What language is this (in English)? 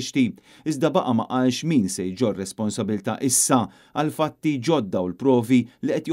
Maltese